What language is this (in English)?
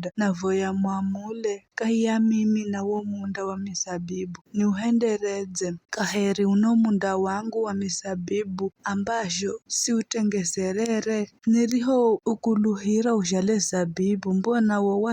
Giryama